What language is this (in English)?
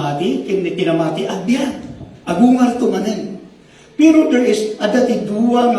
Iloko